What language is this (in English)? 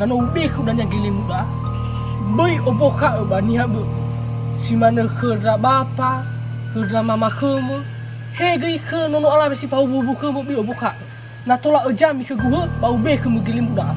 Nias